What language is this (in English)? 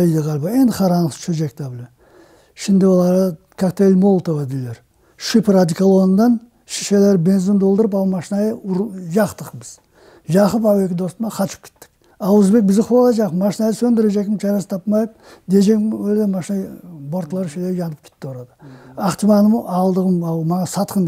Crimean Tatar